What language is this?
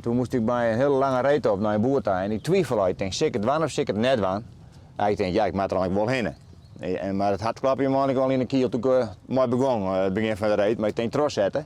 Western Frisian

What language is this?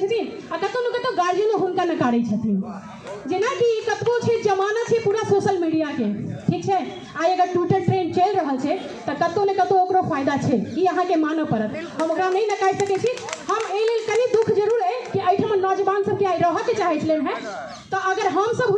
Maithili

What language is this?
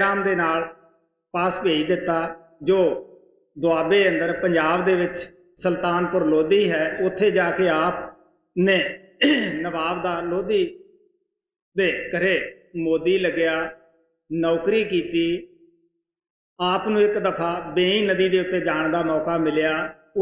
Punjabi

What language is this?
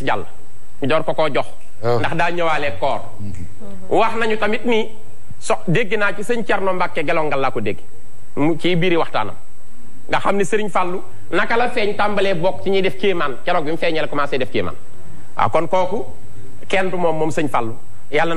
Wolof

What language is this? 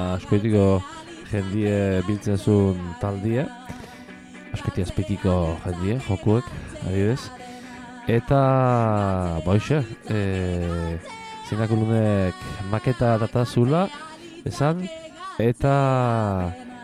Basque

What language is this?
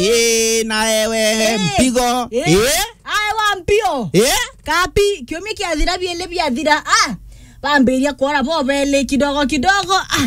Meru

